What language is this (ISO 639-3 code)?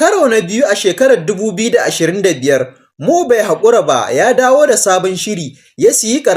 hau